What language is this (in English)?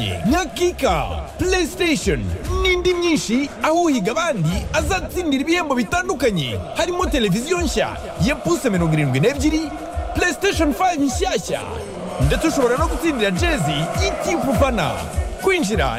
Kinyarwanda